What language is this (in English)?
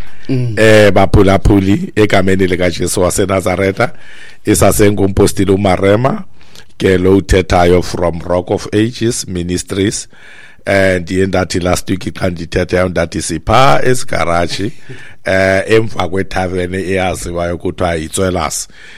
Xhosa